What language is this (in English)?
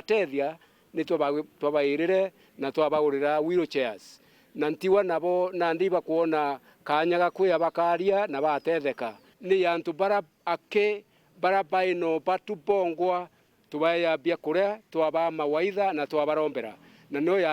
Meru